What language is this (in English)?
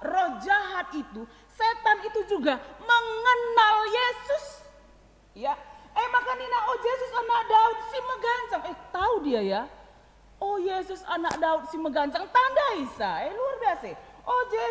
Batak Karo